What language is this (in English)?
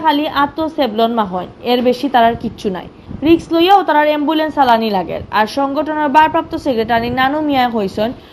Sylheti